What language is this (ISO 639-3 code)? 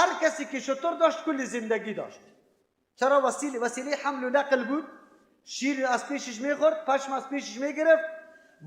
fas